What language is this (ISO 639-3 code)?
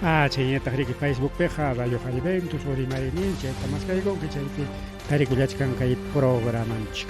quy